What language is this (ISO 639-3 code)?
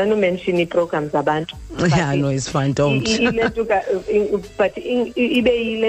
xho